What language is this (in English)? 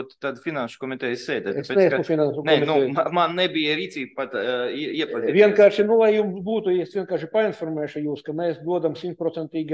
Latvian